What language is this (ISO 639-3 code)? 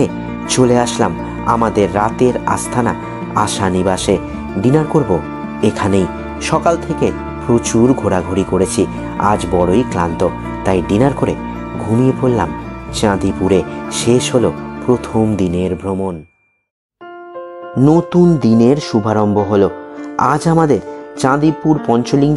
ben